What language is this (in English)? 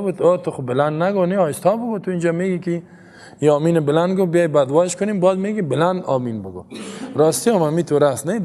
Persian